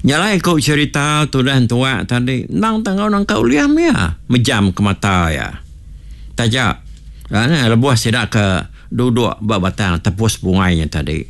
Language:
Iban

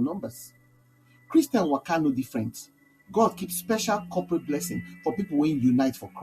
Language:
Nigerian Pidgin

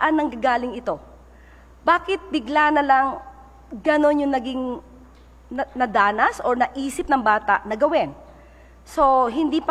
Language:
Filipino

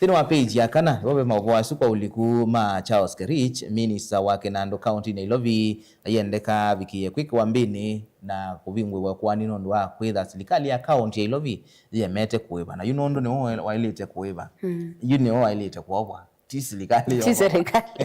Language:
Kamba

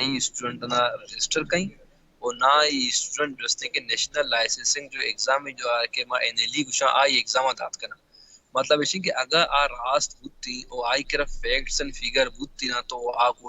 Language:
Baluchi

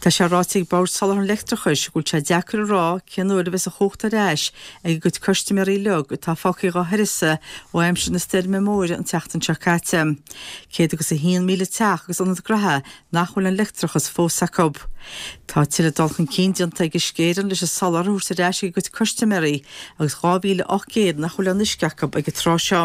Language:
Irish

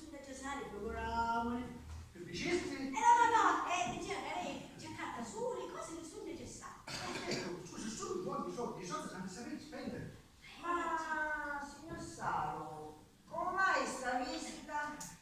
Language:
Sicilian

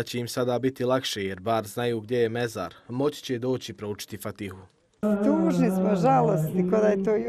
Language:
Bosnian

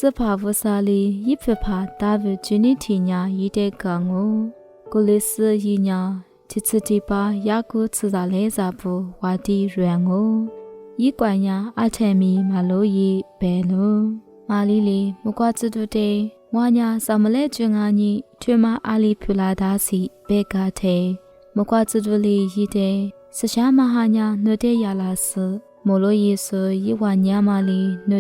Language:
Lisu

